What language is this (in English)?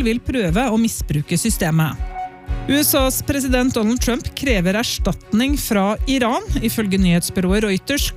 Norwegian